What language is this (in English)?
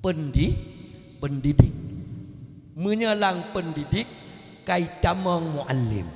Achinese